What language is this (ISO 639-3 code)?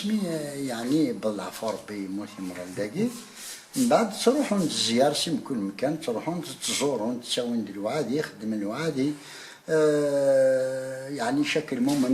kab